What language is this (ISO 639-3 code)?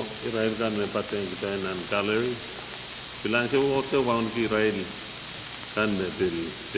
pon